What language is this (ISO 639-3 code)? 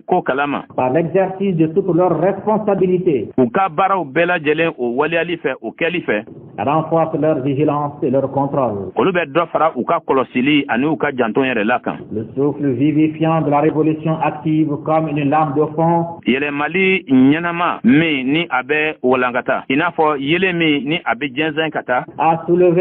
bam